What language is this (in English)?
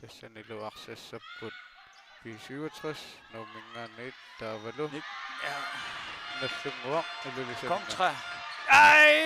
Kalaallisut